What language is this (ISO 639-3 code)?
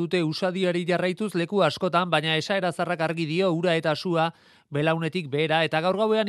eus